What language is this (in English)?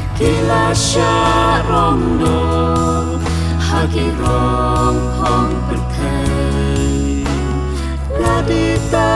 Khasi